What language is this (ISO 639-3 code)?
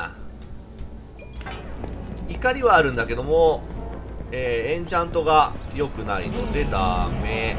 jpn